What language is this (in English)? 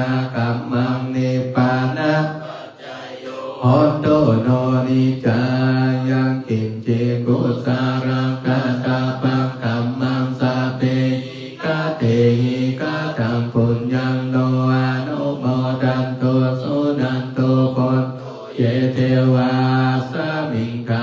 Pali